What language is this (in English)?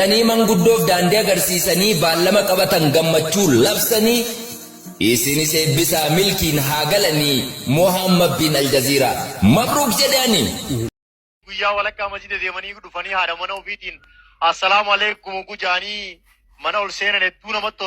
Oromo